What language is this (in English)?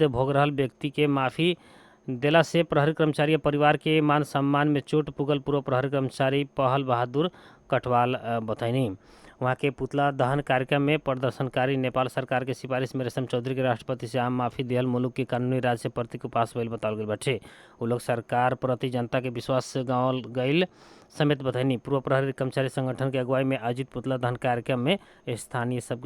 Bhojpuri